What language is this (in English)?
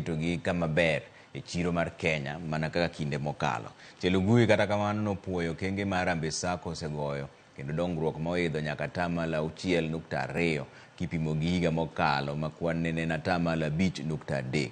Luo (Kenya and Tanzania)